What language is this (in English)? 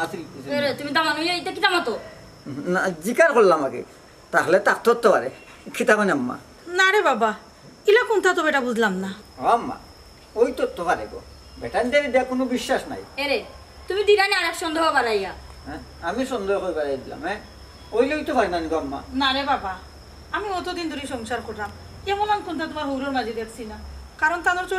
Sylheti